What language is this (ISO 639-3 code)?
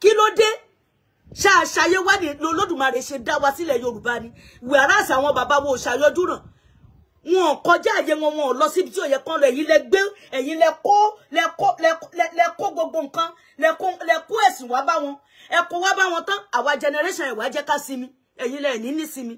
yor